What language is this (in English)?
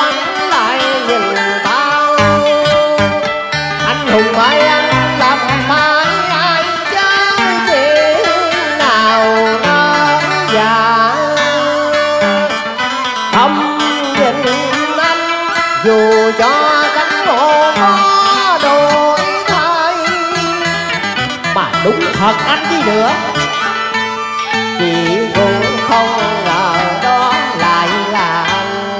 Vietnamese